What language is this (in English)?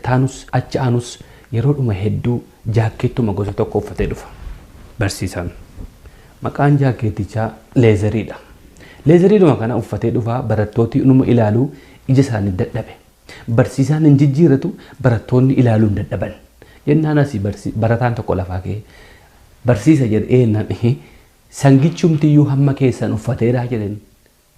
Oromo